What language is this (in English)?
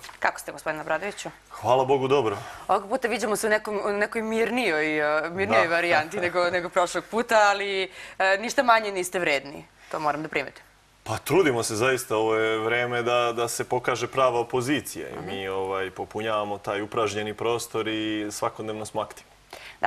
Serbian